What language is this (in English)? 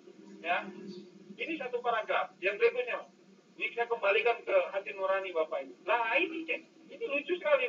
Indonesian